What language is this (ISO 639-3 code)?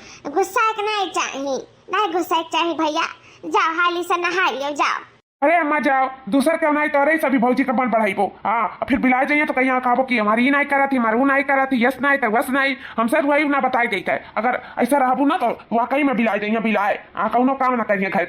awa